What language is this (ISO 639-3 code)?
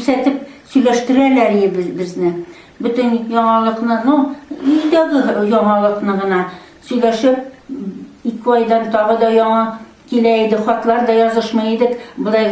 tat